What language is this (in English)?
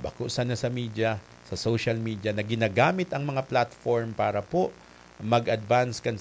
Bikol